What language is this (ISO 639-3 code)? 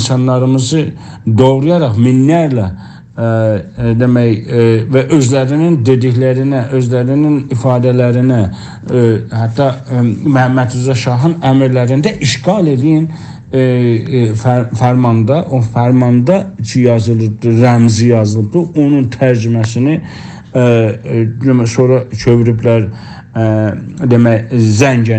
azb